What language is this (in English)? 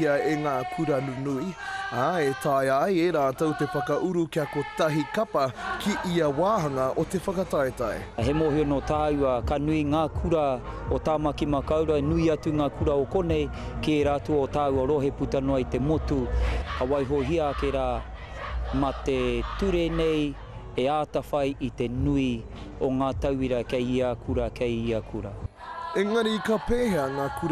Māori